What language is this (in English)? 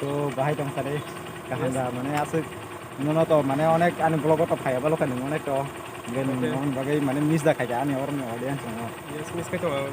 Kok Borok